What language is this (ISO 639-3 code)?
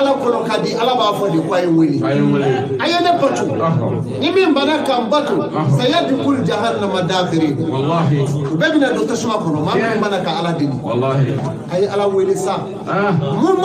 bam